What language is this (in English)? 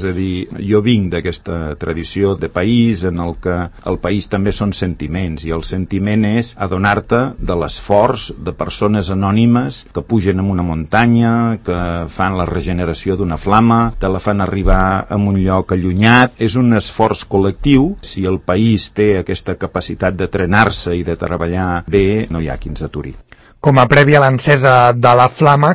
Catalan